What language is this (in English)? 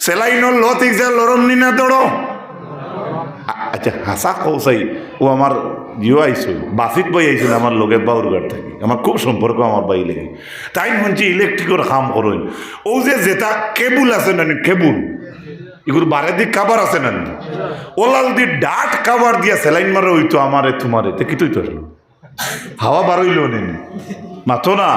Sylheti